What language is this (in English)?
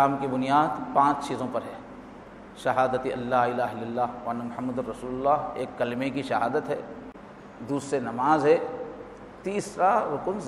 Urdu